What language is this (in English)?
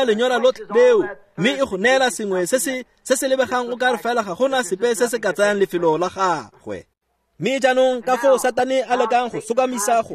Tswana